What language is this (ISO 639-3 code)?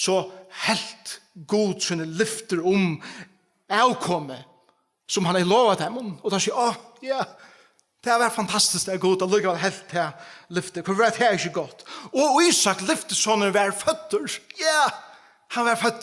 fao